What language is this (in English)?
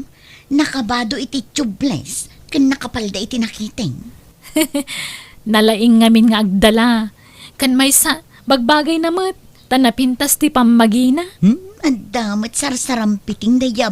Iloko